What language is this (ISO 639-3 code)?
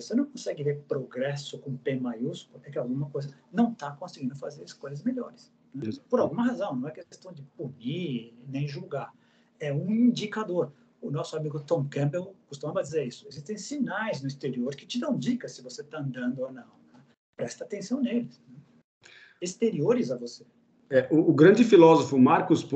por